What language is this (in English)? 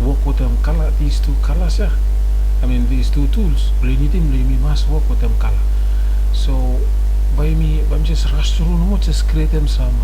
Bislama